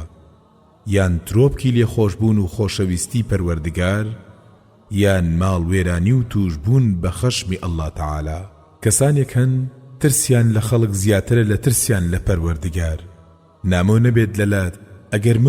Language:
Central Kurdish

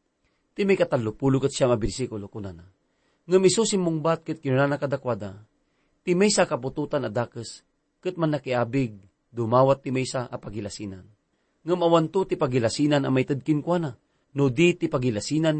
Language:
Iloko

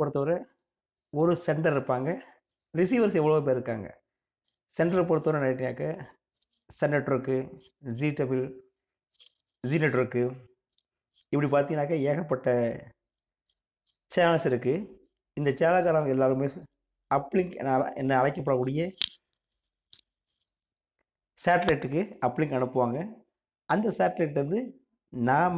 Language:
Tamil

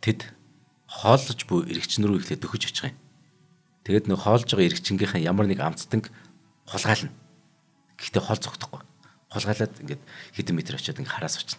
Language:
Mongolian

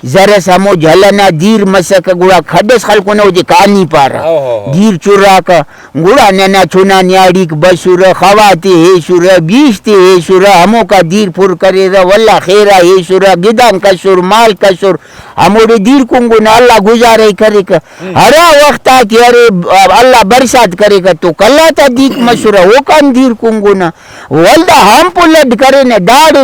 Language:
Brahui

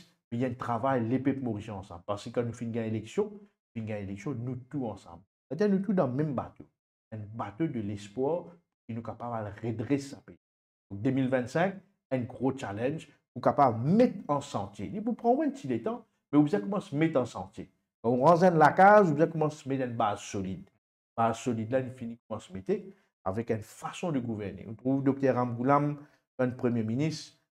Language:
Morisyen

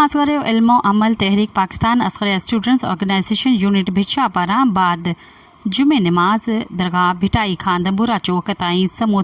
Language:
Sindhi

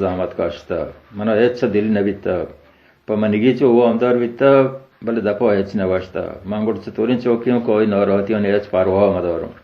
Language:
Baluchi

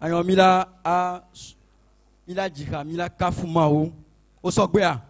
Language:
Ewe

